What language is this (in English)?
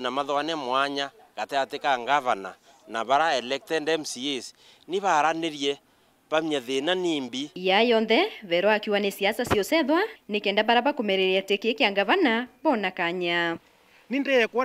Meru